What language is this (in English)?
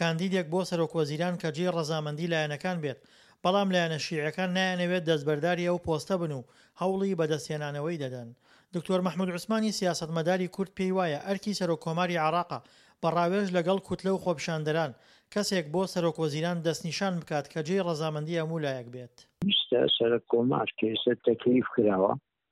Central Kurdish